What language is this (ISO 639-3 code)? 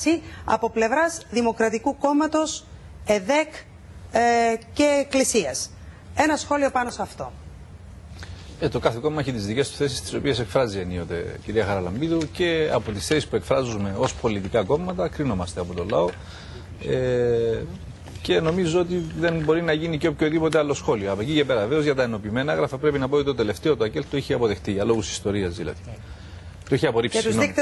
ell